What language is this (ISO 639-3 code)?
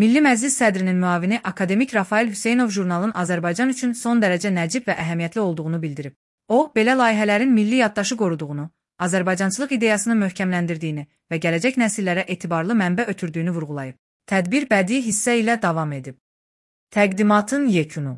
aze